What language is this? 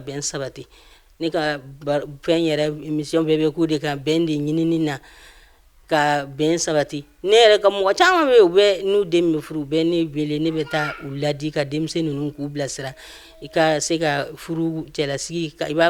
Bambara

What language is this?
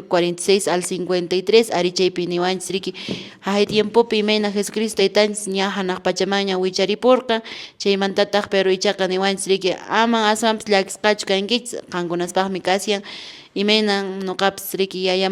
Quechua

